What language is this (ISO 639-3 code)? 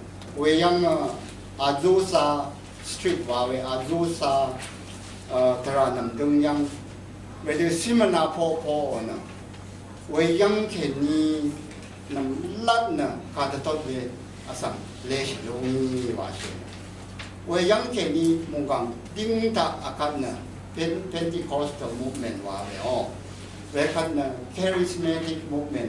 raw